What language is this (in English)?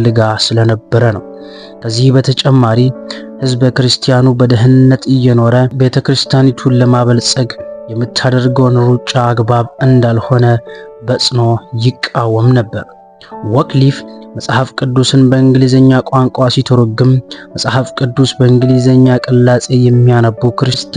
Amharic